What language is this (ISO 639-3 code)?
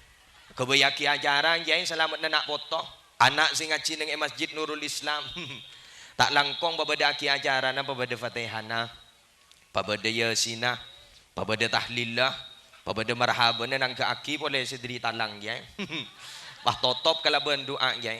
mad